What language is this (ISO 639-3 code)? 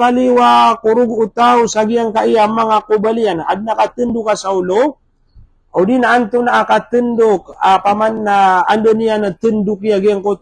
mrw